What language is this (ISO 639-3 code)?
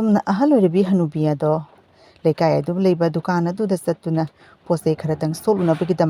mni